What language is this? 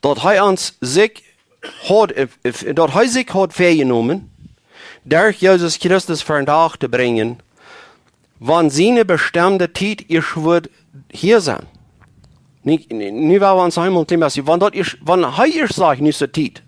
Plautdietsch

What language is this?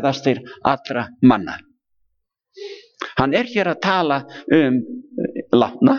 Icelandic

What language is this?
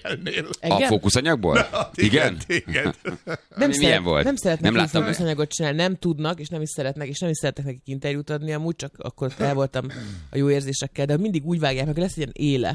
Hungarian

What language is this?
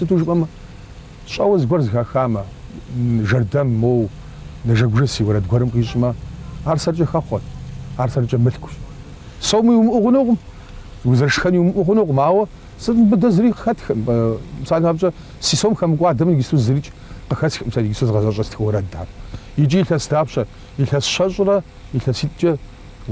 Kabardian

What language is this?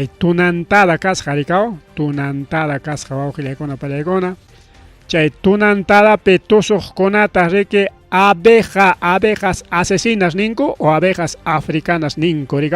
Ayacucho Quechua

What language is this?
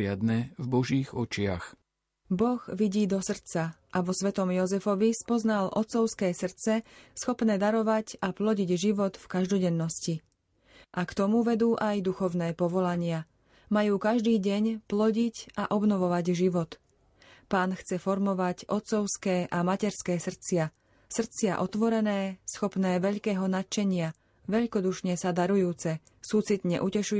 Slovak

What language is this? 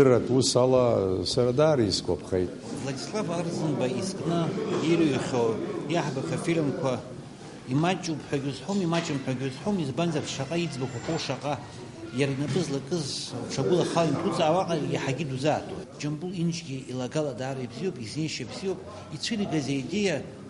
Abkhazian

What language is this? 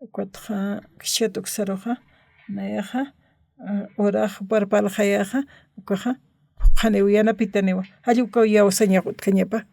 Aymara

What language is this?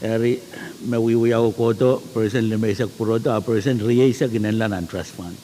Pohnpeian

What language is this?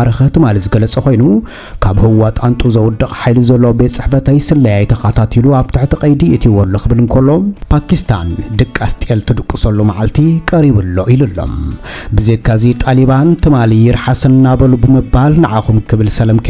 Tigrinya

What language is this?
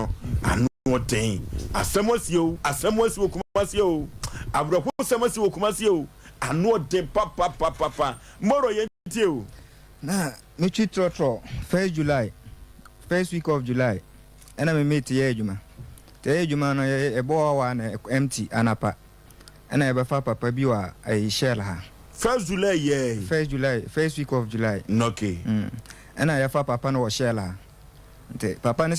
Akan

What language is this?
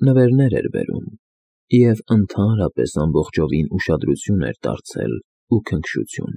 Armenian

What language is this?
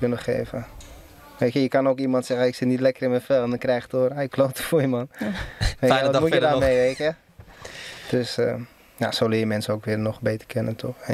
Dutch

